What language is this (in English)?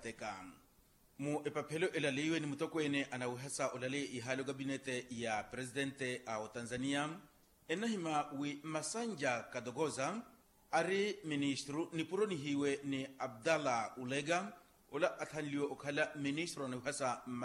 Makhuwa